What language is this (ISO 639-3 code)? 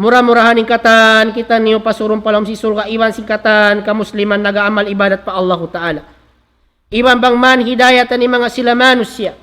tsg